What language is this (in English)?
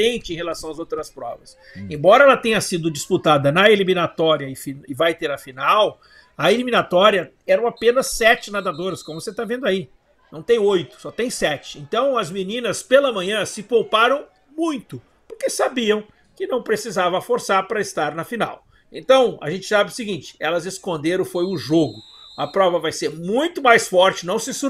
Portuguese